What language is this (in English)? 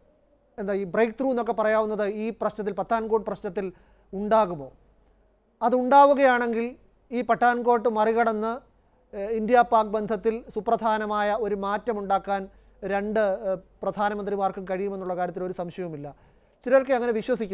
Malayalam